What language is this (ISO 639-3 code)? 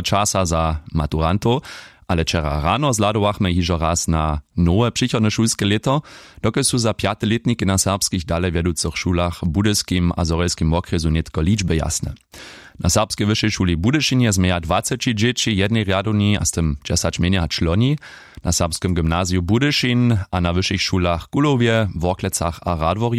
hsb